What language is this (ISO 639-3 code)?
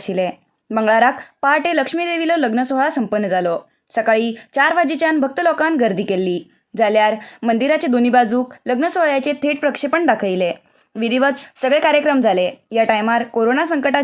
kok